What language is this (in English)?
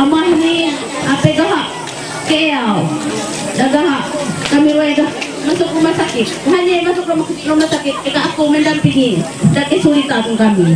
Ma'anyan